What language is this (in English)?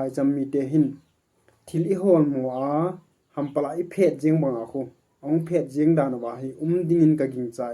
Thado Chin